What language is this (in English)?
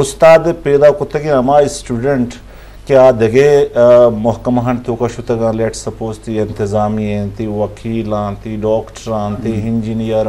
Eastern Balochi